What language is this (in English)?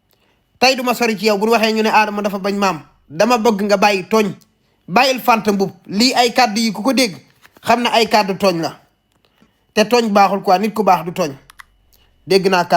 Wolof